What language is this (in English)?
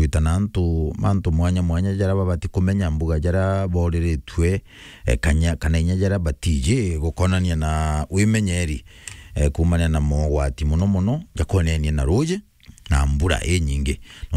Meru